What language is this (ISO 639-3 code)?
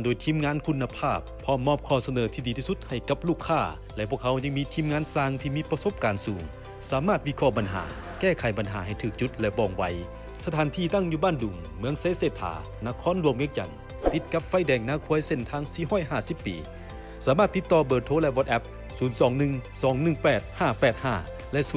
lao